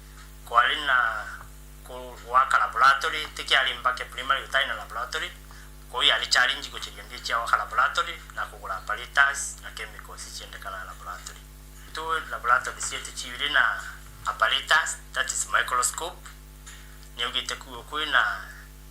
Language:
Meru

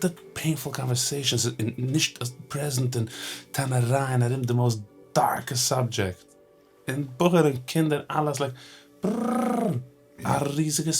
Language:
Yiddish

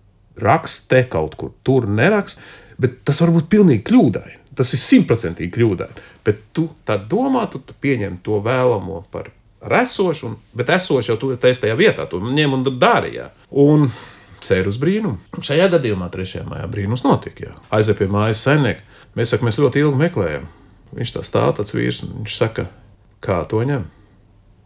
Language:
Latvian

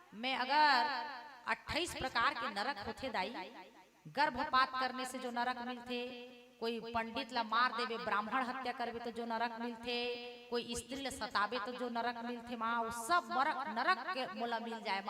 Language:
Chhattisgarhi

